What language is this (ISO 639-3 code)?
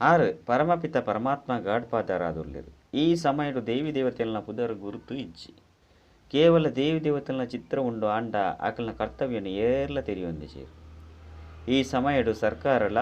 tcy